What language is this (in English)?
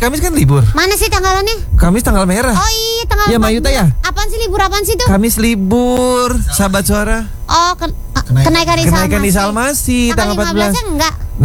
Indonesian